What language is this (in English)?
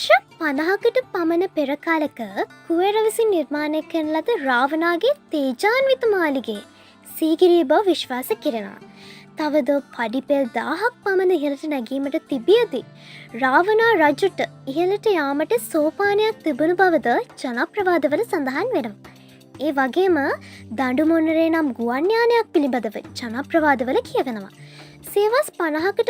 Sinhala